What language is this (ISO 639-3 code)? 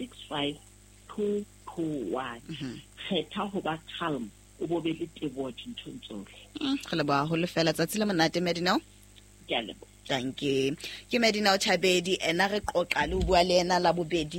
sot